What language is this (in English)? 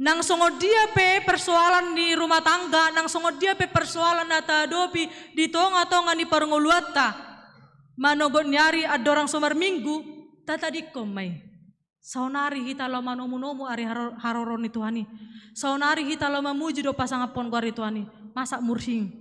Batak Toba